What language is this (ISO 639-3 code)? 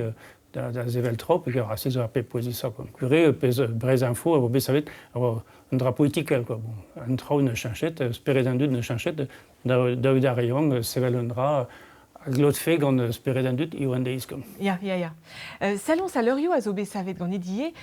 bre